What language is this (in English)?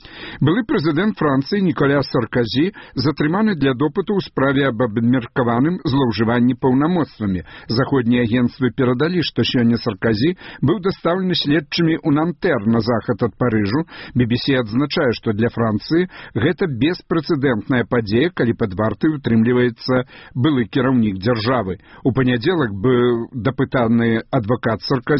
Belarusian